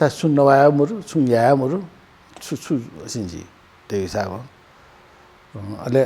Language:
Newari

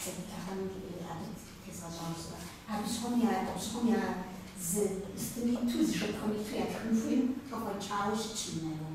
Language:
Kabardian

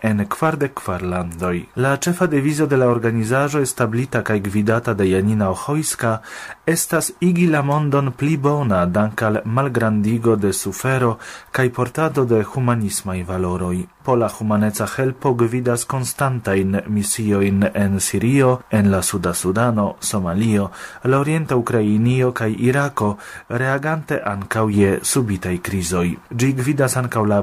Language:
Esperanto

